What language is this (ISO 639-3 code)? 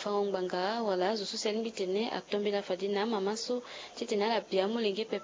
sag